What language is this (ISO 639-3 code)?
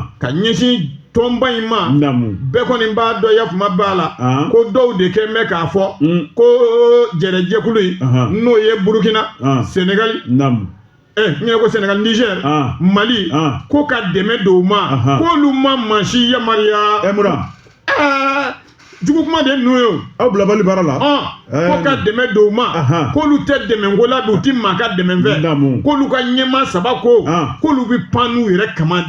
bam